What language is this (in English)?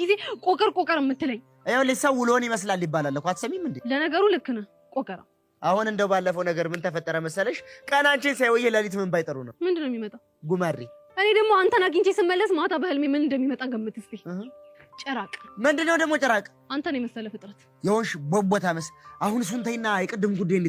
Amharic